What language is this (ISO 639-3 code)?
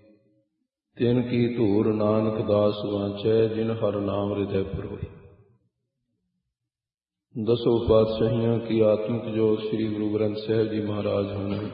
pan